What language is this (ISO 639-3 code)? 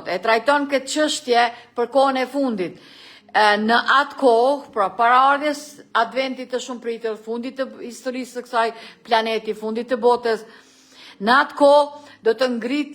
sqi